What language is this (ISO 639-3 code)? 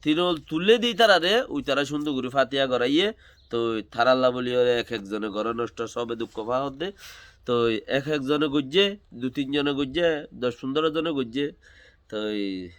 rhg